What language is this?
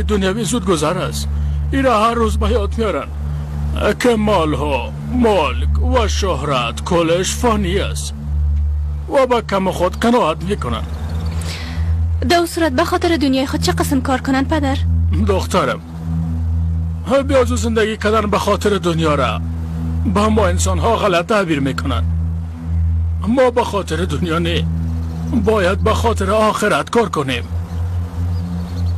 Persian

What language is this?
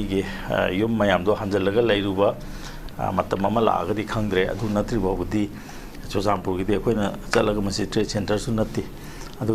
Manipuri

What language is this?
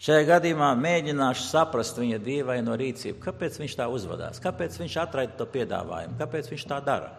Latvian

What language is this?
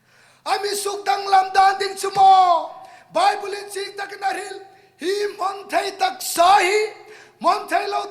Hmar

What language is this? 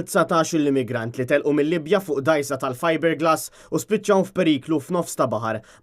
Maltese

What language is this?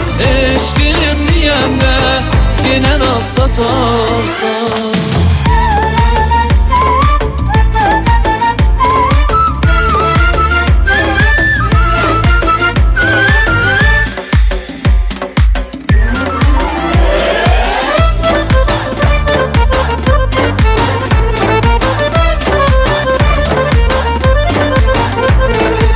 Turkish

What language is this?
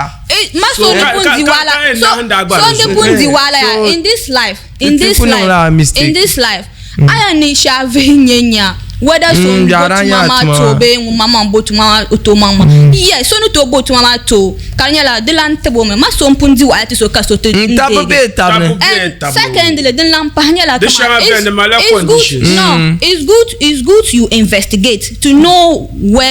Dagbani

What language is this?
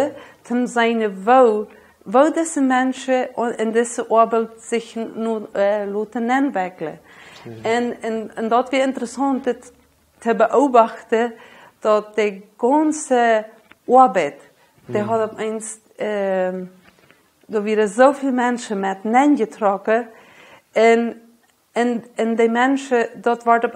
Plautdietsch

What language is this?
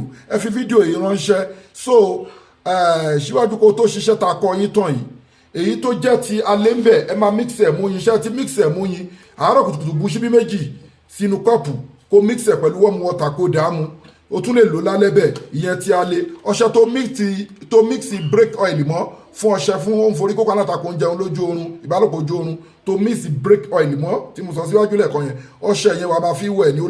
Yoruba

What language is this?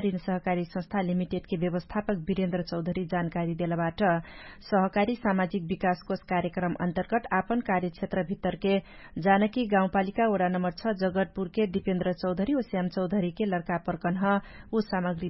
Dangaura Tharu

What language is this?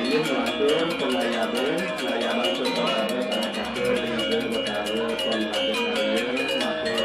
Balinese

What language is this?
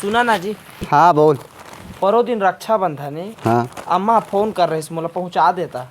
Chhattisgarhi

